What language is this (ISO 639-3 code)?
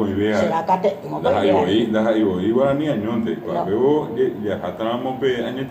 grn